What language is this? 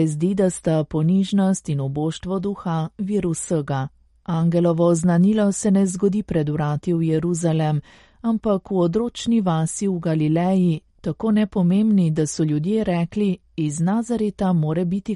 Slovenian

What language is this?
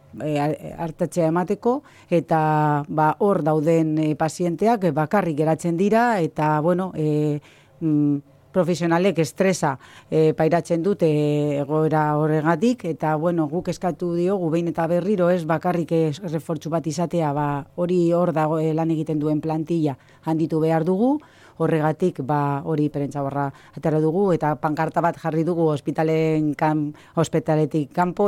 Basque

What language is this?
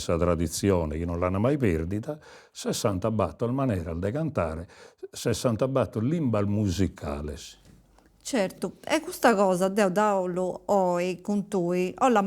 Sardinian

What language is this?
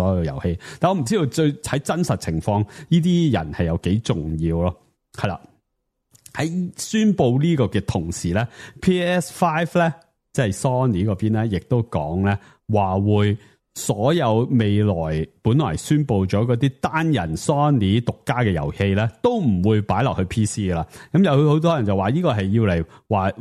Cantonese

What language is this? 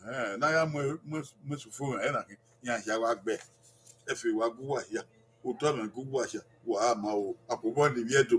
Bini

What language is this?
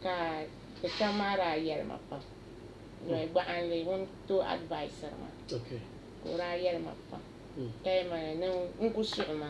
Dagbani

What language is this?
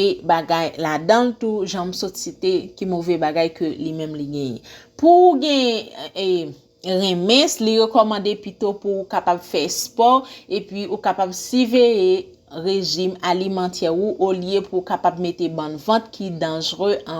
Haitian Creole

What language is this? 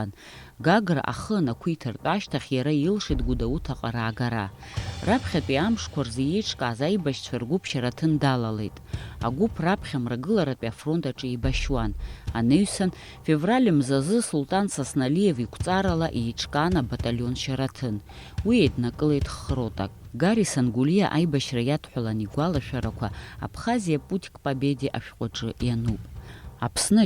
Abkhazian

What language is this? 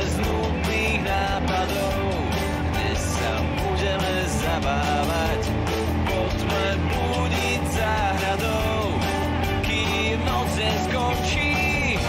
Slovak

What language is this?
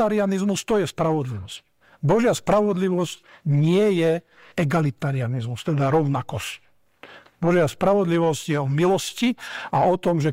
Slovak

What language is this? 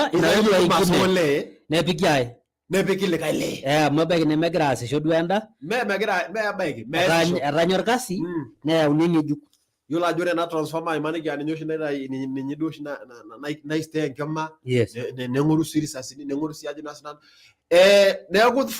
Masai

